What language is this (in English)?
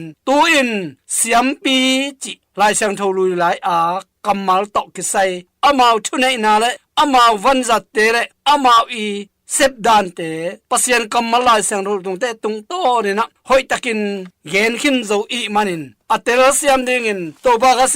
Tedim Chin